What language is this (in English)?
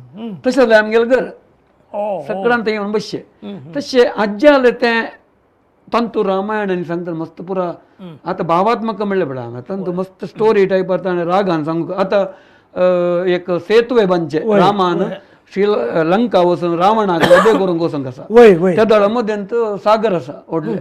Konkani